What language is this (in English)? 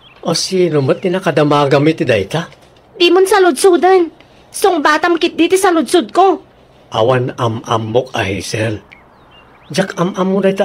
Iloko